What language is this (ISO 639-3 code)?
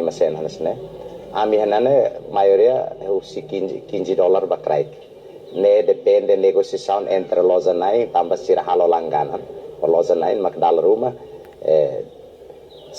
tet